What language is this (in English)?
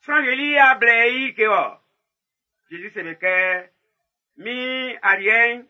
Baoulé